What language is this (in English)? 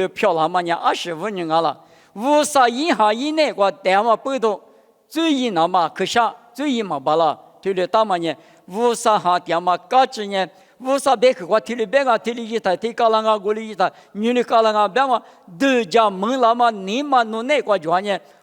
Lisu